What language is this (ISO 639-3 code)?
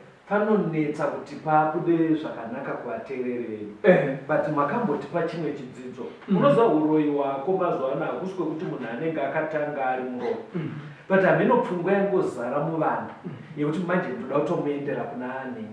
sna